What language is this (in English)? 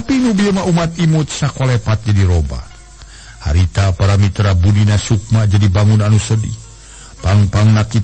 Sundanese